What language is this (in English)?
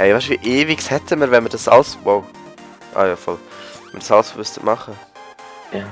Swiss German